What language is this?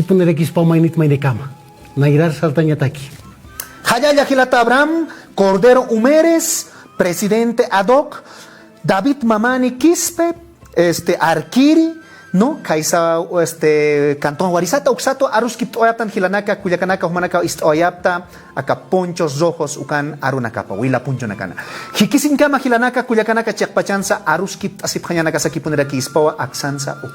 Aymara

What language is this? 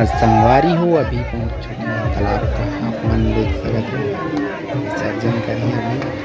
Chhattisgarhi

